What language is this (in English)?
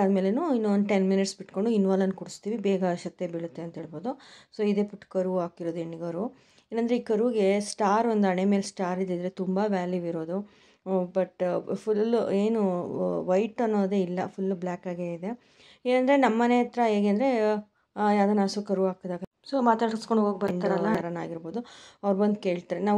Kannada